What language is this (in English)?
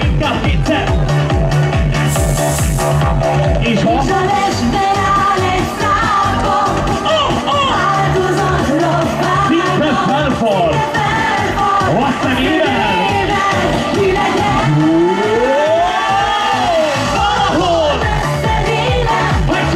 Hungarian